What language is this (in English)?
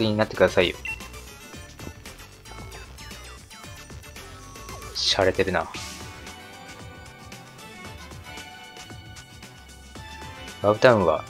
Japanese